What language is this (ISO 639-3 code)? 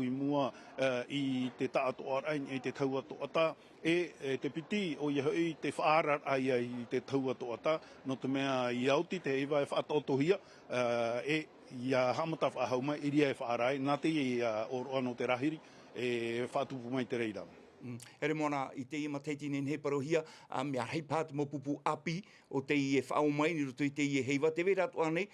tah